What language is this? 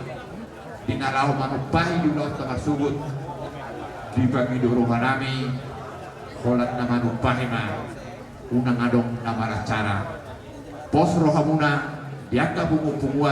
Batak Toba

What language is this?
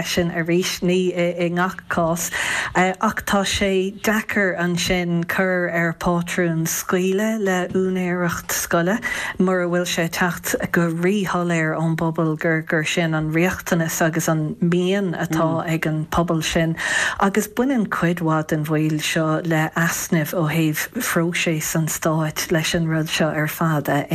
Irish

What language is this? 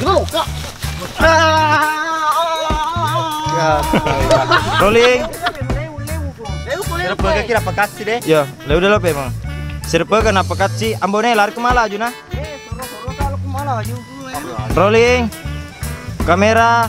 Buginese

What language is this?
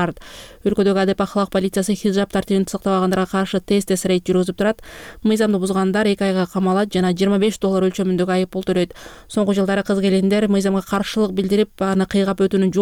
Kyrgyz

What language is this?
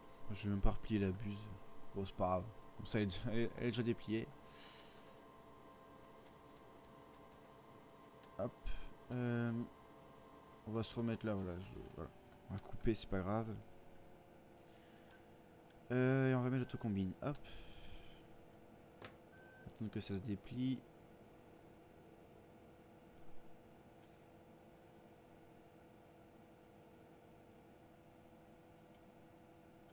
French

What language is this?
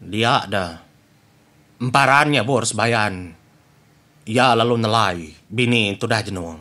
Iban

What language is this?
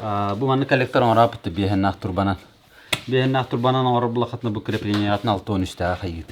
Yakut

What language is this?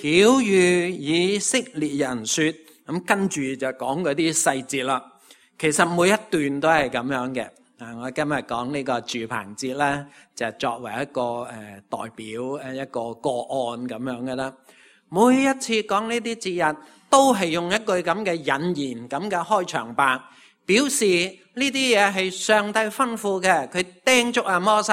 Cantonese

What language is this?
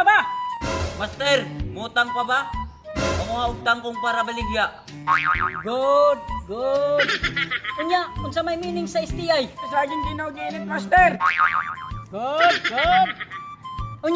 Cebuano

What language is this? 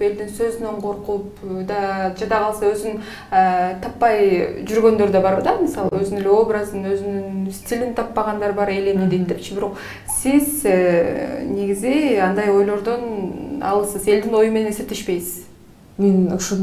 Kyrgyz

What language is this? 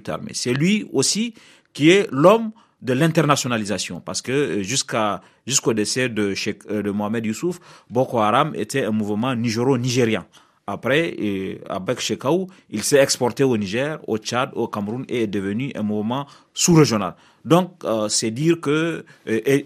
French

